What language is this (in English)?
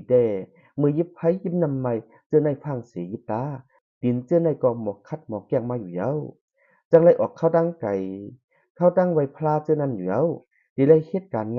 Shan